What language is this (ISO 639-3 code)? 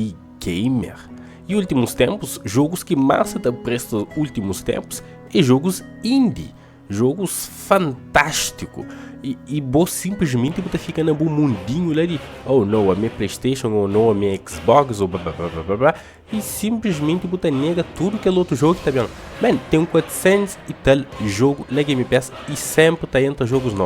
kea